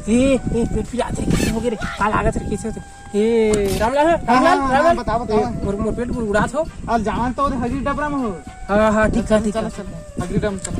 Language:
Chhattisgarhi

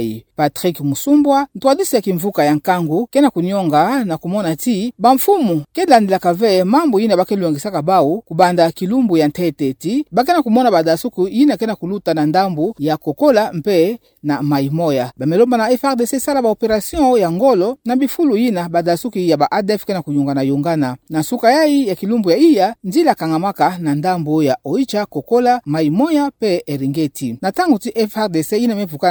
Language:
Kituba (Democratic Republic of Congo)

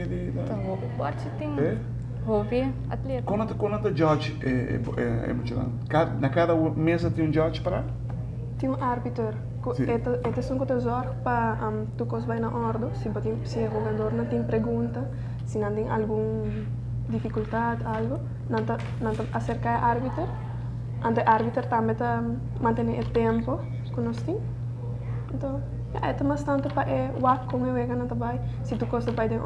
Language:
Papiamento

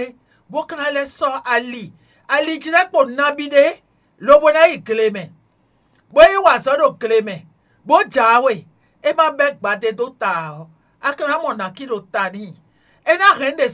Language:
Fon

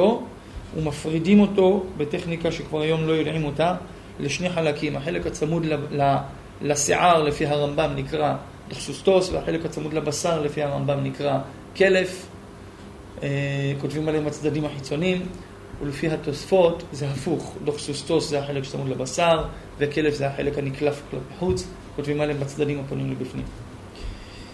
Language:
Hebrew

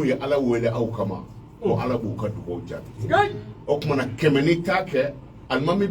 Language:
Bambara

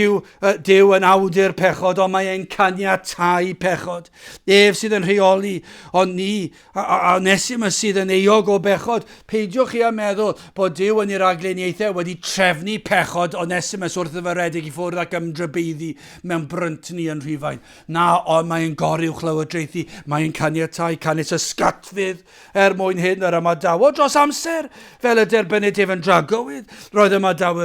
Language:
Welsh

